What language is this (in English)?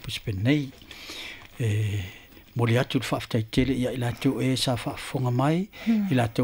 Samoan